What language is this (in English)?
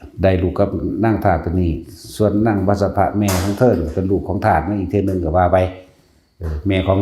Northeastern Thai